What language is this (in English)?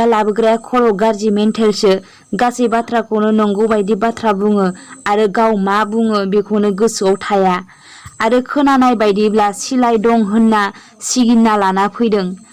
Bodo